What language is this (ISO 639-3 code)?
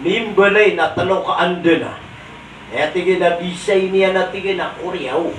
mrw